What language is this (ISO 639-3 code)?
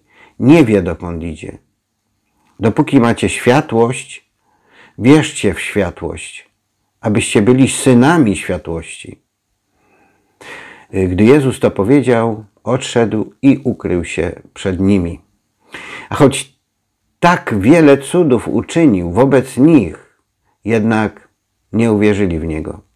pol